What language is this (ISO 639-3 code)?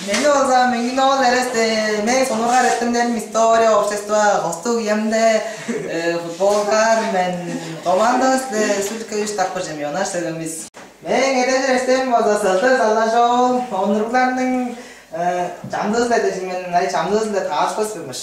tyv